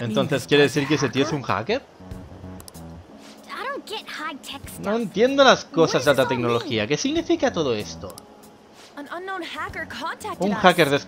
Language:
Spanish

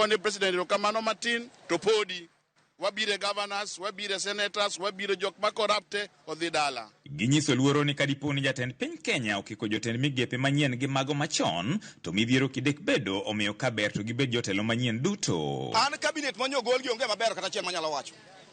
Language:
Luo (Kenya and Tanzania)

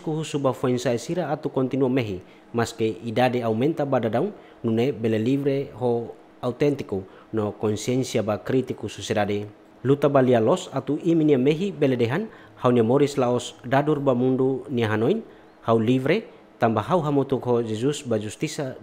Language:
Tetum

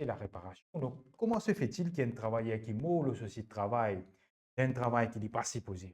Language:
Morisyen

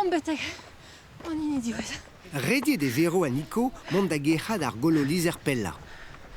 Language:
Breton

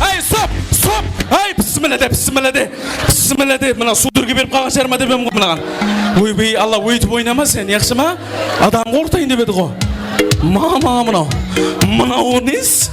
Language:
Kara-Kalpak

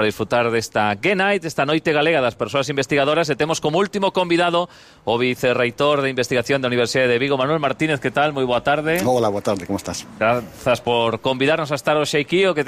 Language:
Galician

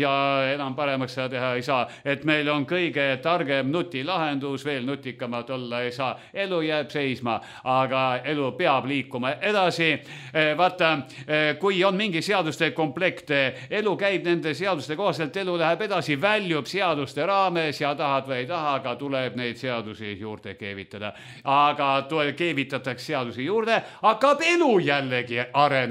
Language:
Estonian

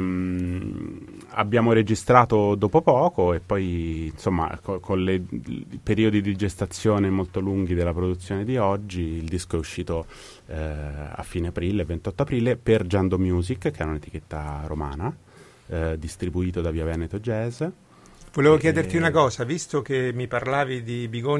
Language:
Italian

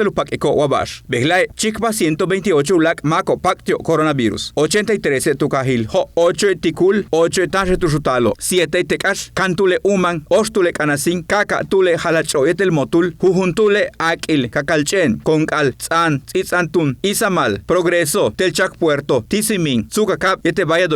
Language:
Yucateco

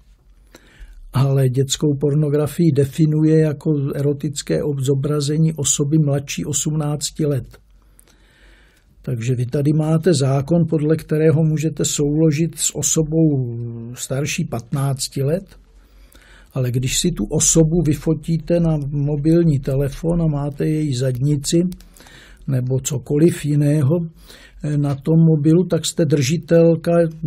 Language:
Czech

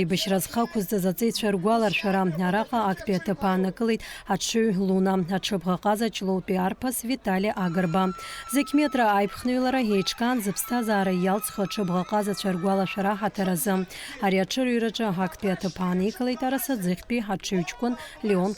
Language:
Abkhazian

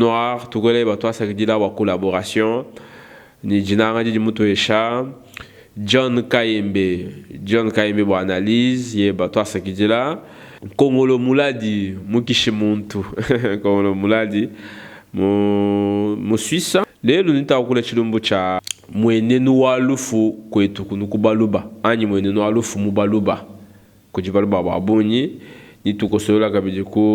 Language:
Luba-Lulua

